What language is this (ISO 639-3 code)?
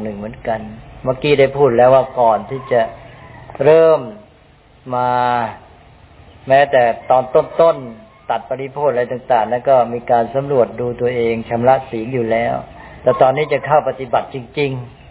tha